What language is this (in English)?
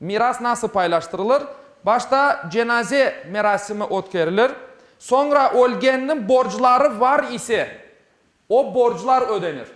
Crimean Tatar